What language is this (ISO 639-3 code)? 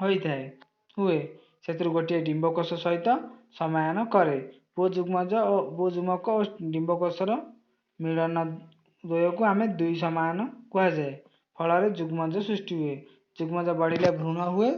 ori